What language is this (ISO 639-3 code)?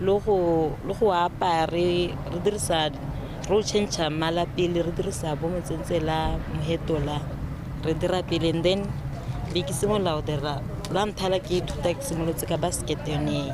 tsn